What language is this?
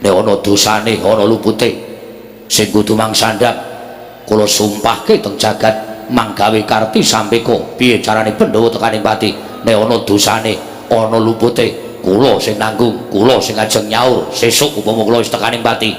Javanese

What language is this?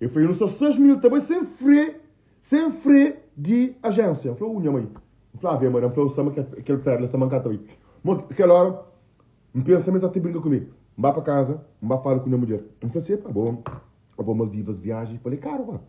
Kabuverdianu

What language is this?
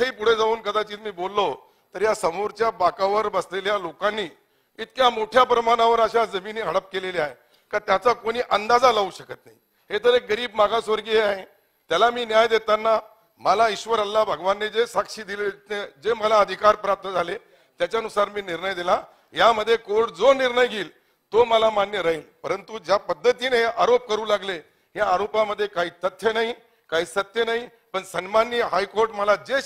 Marathi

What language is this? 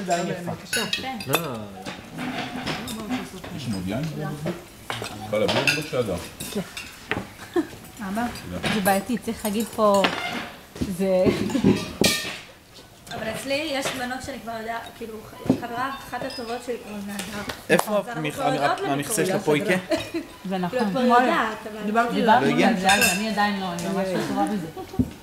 Hebrew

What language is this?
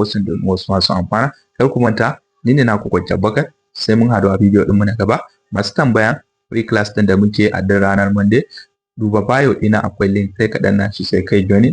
Hausa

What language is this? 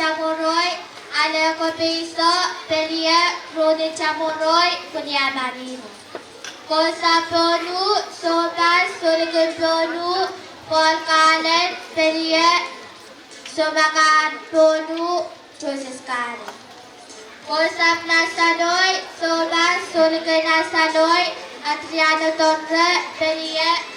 Pohnpeian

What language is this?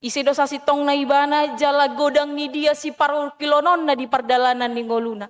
Batak Toba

